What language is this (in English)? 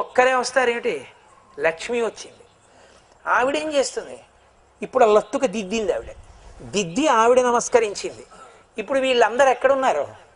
Telugu